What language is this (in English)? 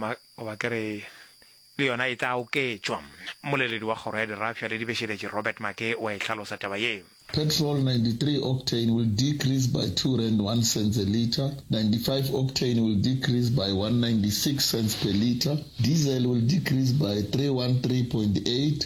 Northern Sotho